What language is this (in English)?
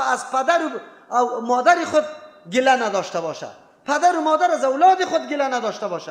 Persian